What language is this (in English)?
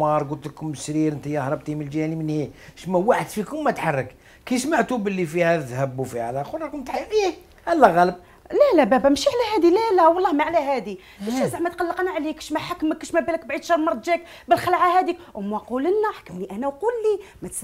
Algerian Arabic